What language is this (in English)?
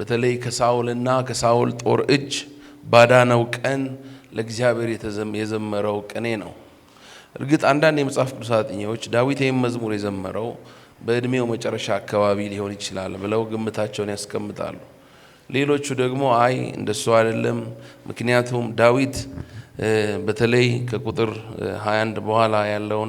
Amharic